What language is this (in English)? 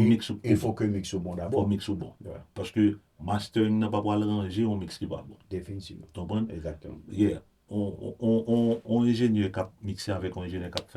Haitian Creole